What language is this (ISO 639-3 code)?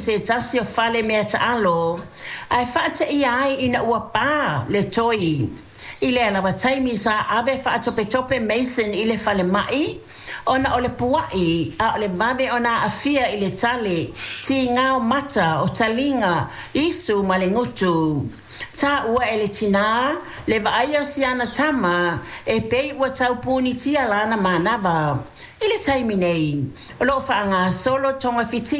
smo